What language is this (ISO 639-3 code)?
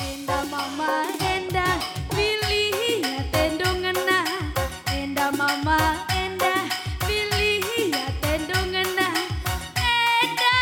btx